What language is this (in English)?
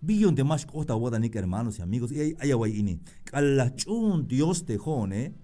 Tzeltal